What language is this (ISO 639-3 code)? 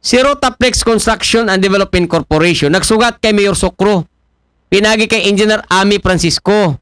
akl